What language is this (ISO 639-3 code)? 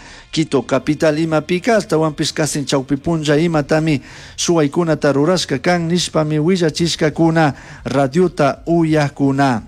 qug